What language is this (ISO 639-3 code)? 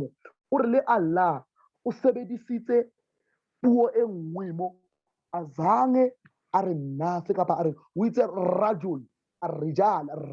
sot